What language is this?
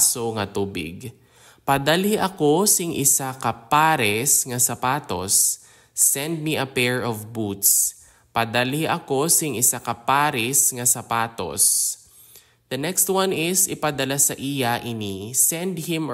Hiligaynon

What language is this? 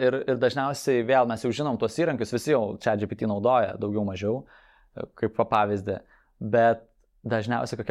Lithuanian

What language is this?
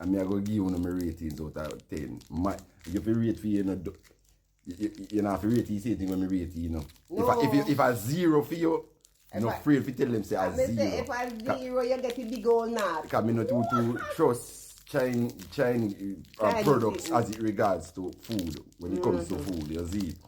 Jamaican Creole English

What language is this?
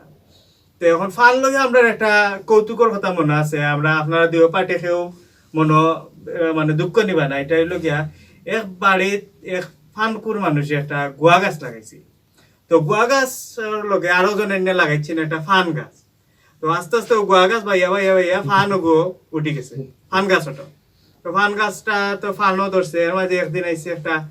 Sylheti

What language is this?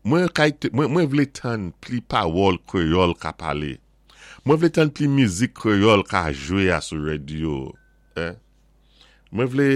Saint Lucian Creole French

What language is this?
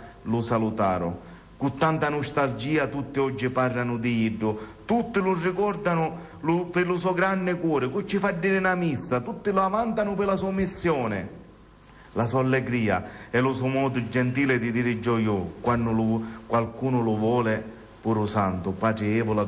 Sicilian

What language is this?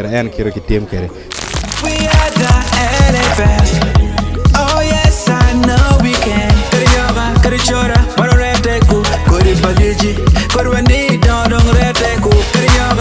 Acoli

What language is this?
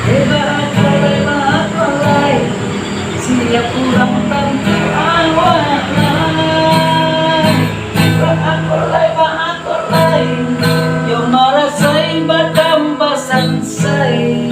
Minangkabau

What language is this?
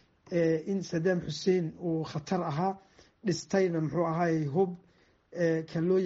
Somali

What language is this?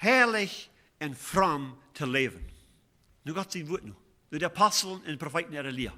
Plautdietsch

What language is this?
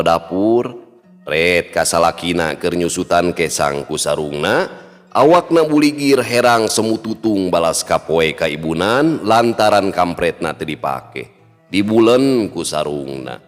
Sundanese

